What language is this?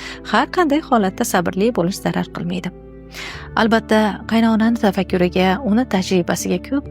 Uzbek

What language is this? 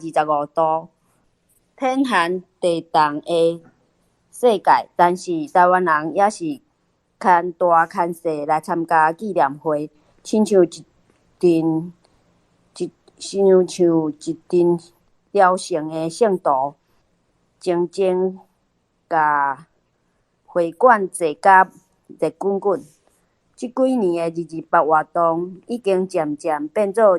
Min Nan Chinese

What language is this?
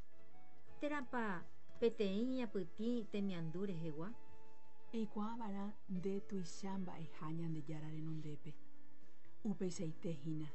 Guarani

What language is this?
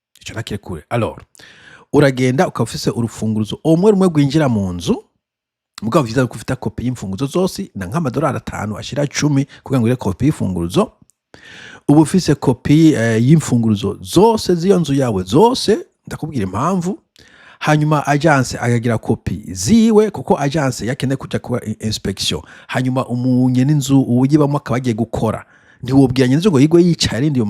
Rundi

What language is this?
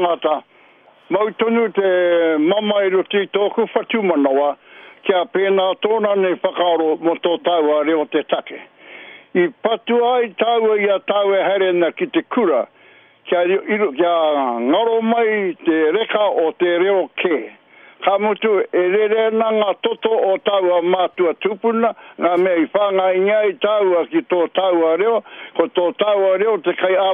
Māori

